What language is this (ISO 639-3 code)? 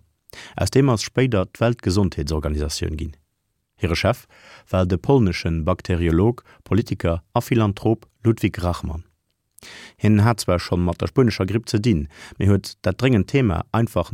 ltz